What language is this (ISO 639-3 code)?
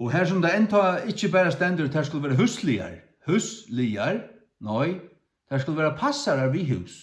fao